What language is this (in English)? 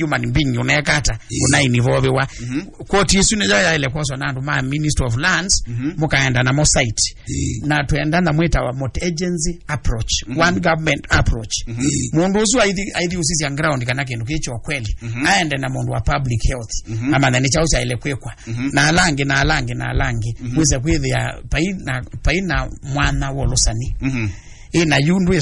Kamba